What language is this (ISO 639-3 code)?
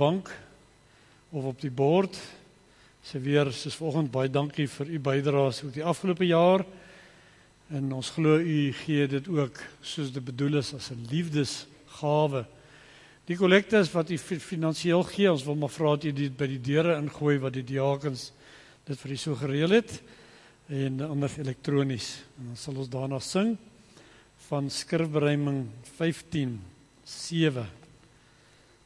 afr